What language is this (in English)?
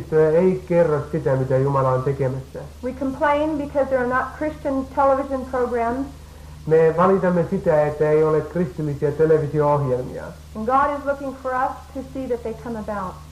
Finnish